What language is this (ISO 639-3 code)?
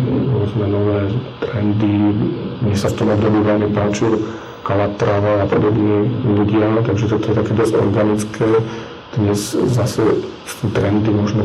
slk